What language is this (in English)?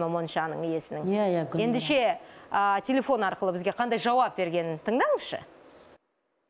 Kazakh